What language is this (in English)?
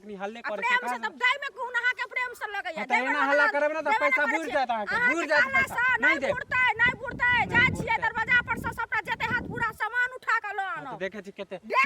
Maithili